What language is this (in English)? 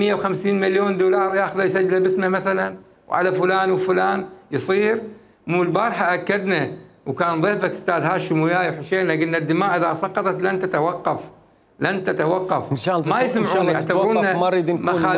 Mesopotamian Arabic